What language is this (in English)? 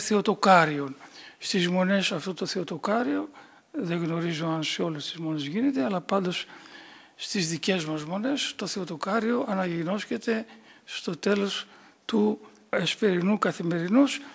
Greek